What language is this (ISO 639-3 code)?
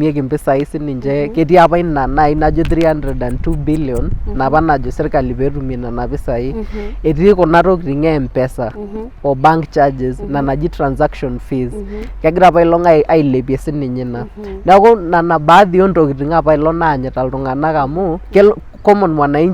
mas